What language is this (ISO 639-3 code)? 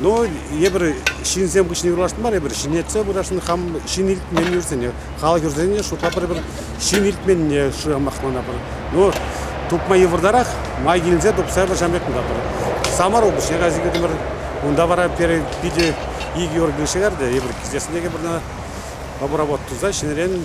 chv